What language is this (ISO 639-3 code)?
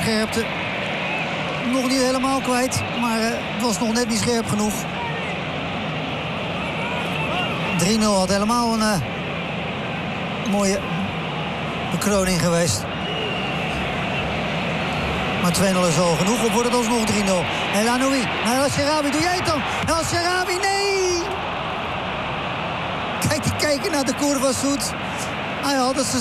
nld